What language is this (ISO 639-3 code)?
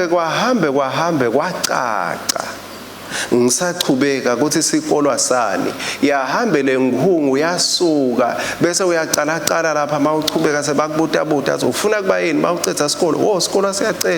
ssw